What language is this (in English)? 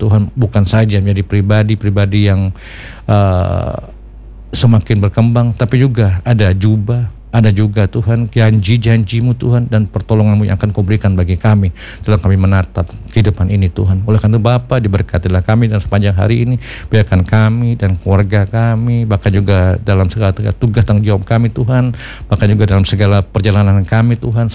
Indonesian